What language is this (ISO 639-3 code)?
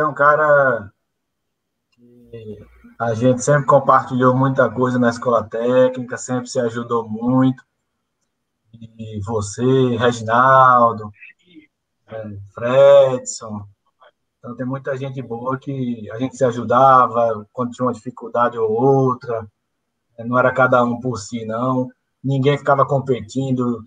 por